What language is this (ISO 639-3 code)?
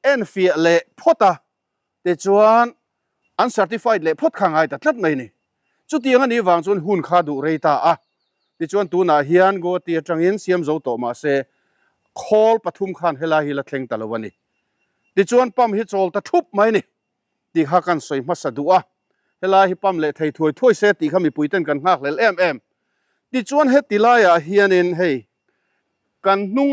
lus